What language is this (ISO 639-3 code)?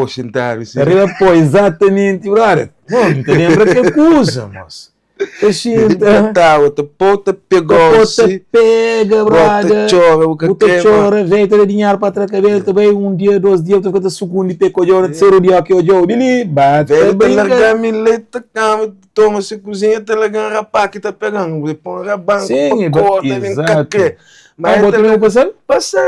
kea